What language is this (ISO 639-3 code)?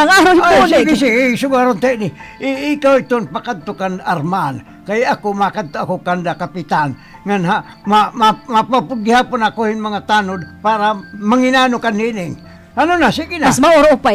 war